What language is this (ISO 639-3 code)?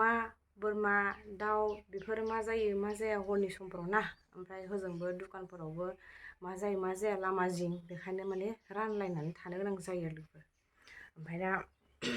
brx